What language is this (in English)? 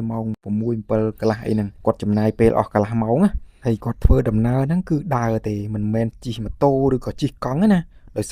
Khmer